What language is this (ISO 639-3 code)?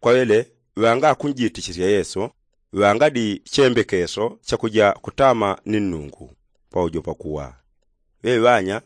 yao